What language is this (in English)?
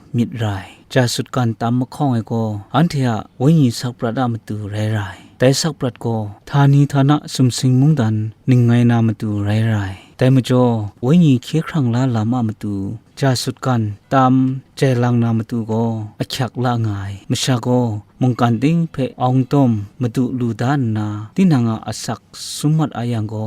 Kachin